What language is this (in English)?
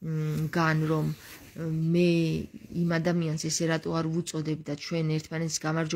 Georgian